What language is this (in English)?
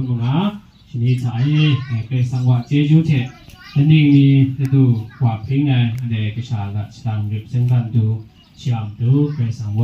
Kachin